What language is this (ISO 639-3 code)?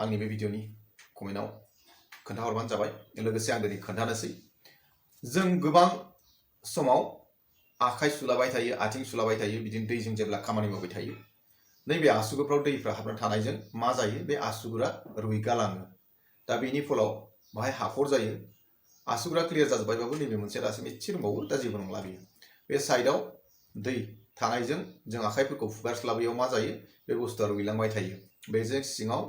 brx